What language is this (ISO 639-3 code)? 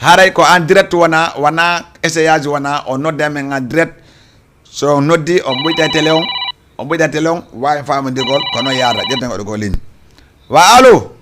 ful